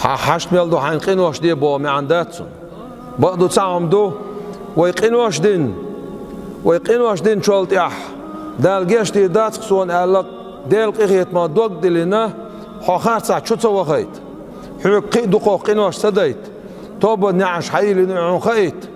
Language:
Chechen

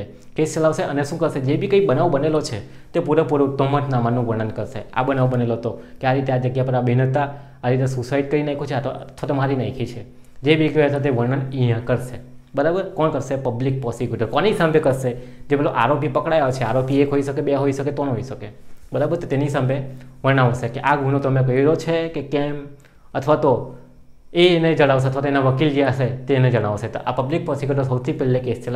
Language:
Gujarati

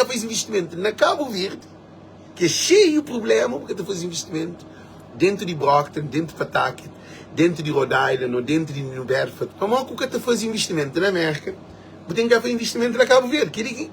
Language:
Kabuverdianu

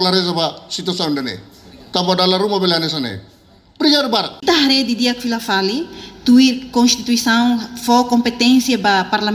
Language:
Tetum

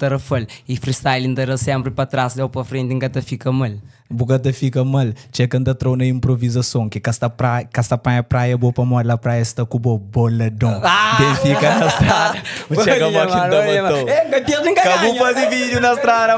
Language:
Kabuverdianu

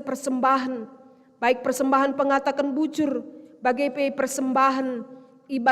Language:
Batak Karo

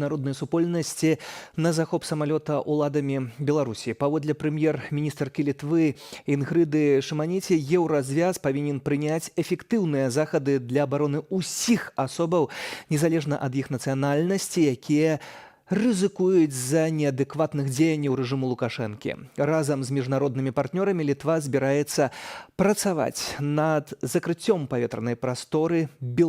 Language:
Belarusian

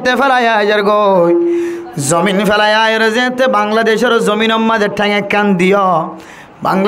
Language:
Rohingya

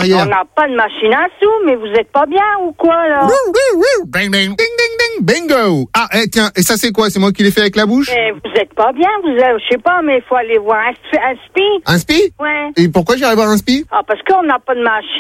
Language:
French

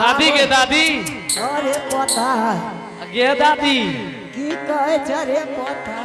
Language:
Angika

